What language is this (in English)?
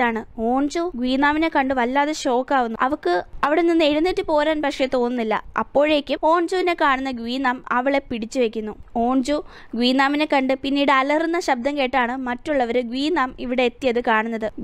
Malayalam